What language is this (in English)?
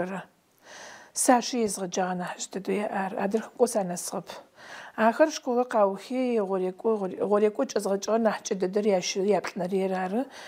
Adyghe